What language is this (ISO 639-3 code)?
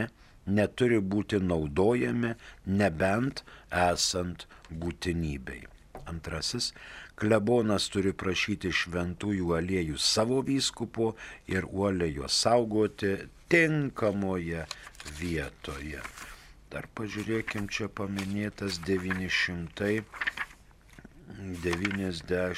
lit